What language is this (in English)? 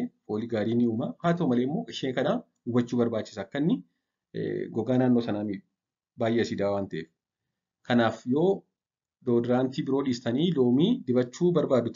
Oromo